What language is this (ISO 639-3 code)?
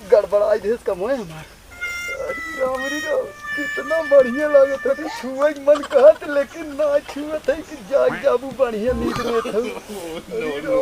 awa